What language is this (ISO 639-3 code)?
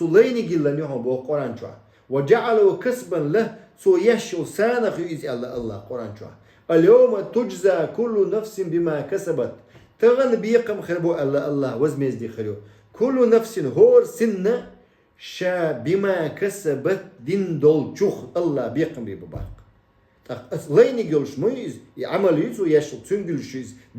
che